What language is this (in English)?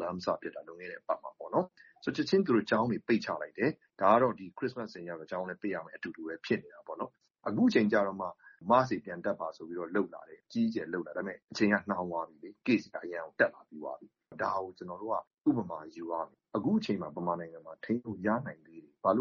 Burmese